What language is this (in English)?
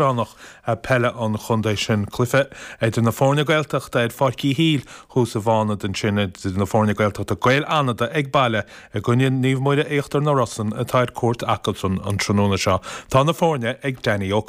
Irish